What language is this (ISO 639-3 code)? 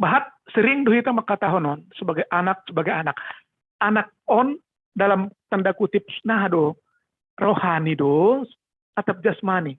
bts